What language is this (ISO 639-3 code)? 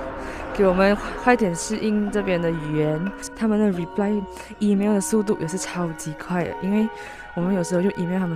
zho